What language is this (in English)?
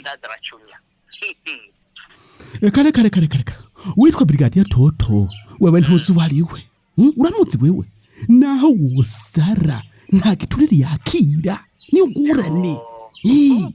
Rundi